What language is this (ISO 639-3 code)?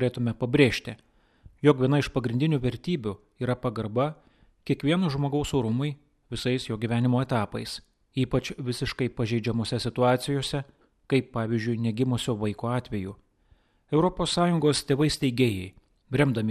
lit